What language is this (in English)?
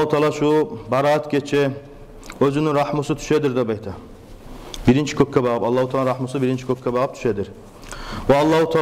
Kumyk